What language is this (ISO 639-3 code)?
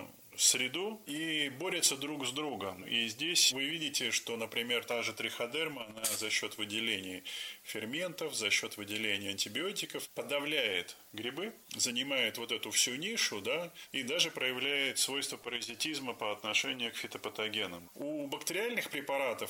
rus